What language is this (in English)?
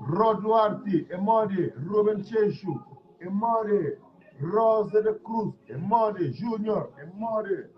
Kabuverdianu